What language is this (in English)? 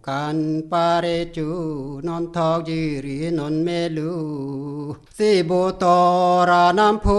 Karbi